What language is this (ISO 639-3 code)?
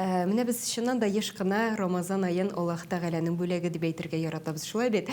tat